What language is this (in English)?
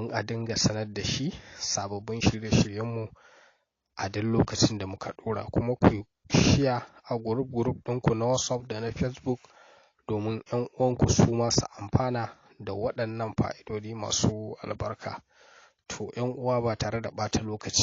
Hausa